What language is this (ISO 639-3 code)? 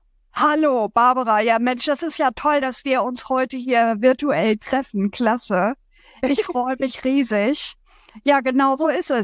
deu